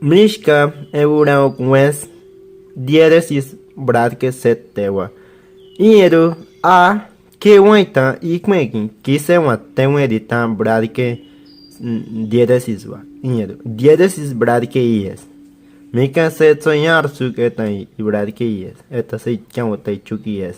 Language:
Bribri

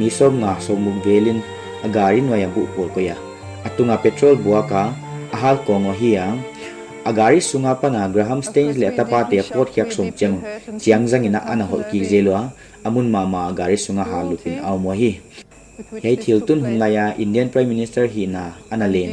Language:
Paite Chin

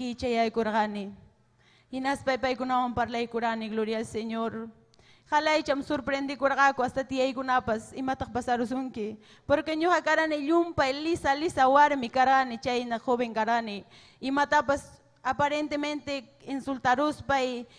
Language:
Ayacucho Quechua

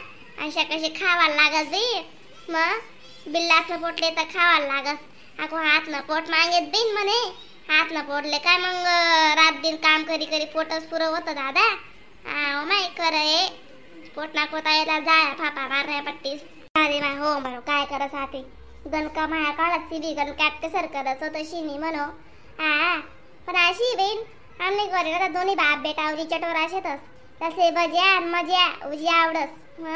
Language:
Khandesi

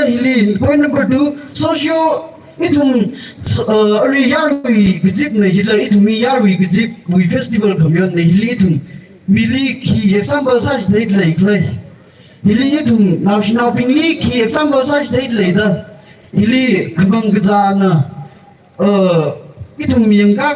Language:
Tangkhul Naga (India)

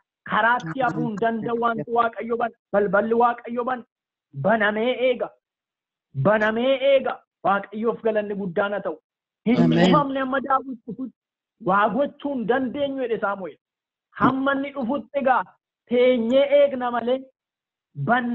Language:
Oromo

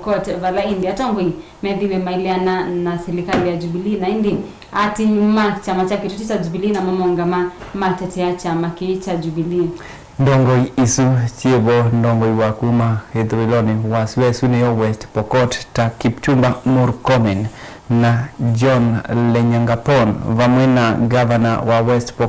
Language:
Kamba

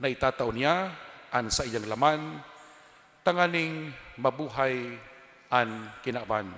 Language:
Bikol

